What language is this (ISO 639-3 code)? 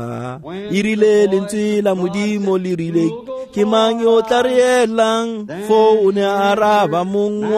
tsn